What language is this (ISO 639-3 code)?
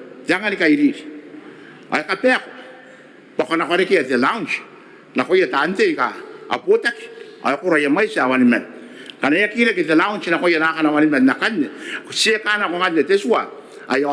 gil